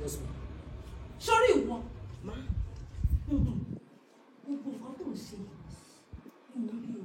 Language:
Yoruba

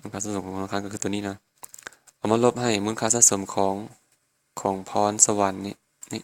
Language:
Lao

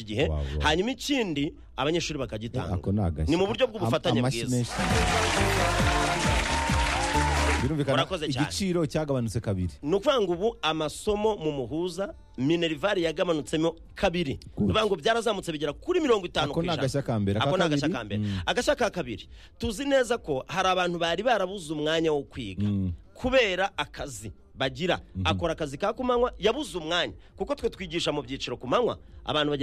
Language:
Kinyarwanda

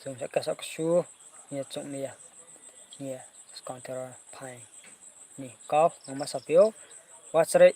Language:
Riang (India)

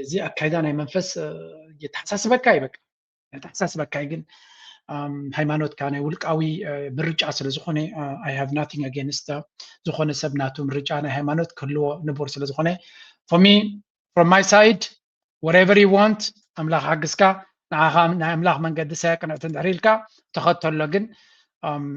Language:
Tigrinya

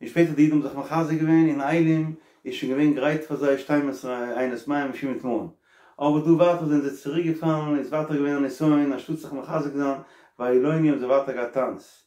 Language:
Yiddish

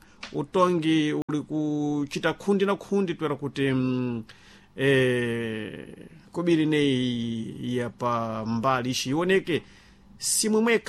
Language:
Sena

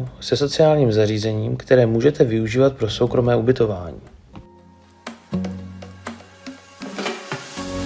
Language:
Czech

